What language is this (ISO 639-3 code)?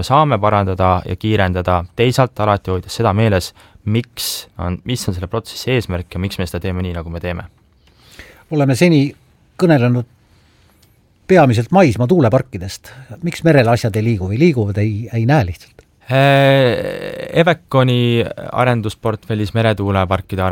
est